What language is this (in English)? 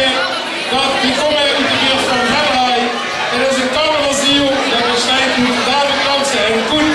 Limburgish